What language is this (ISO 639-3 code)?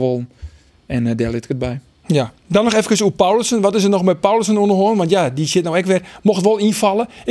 fry